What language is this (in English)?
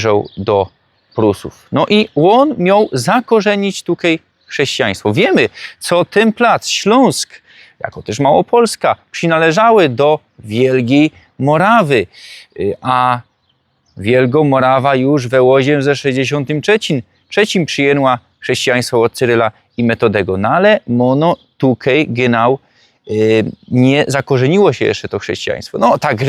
Silesian